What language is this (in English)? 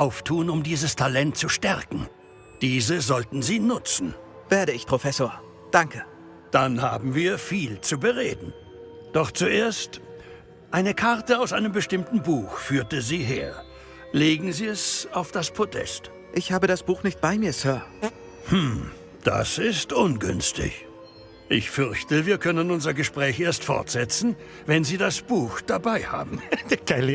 Bavarian